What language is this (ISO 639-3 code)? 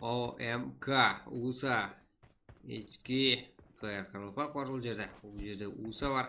kaa